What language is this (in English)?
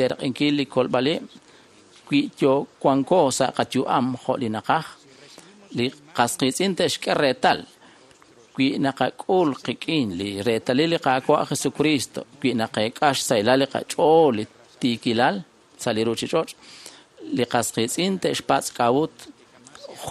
Kekchí